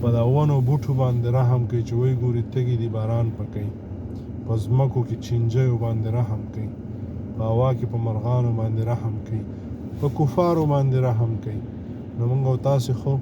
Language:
Pashto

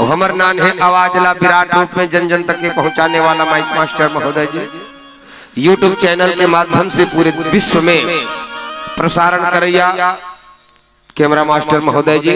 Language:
Chhattisgarhi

